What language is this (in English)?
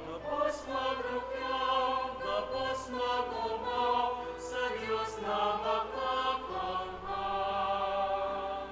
Bikol